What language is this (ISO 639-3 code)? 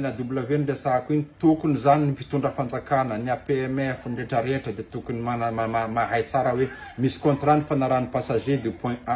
mlg